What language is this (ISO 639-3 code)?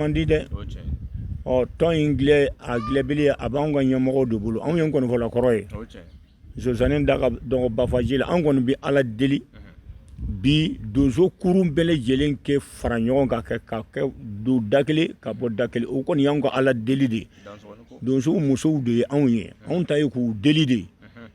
bam